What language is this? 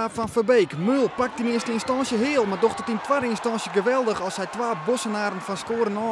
Western Frisian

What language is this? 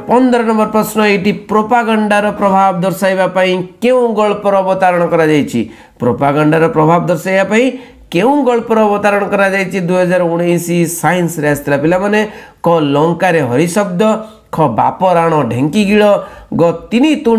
Odia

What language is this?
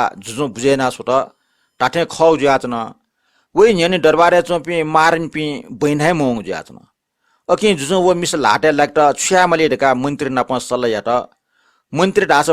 Newari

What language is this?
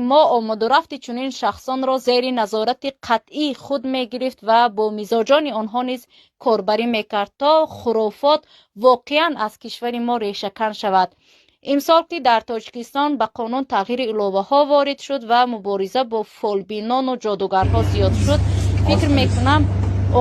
Tajik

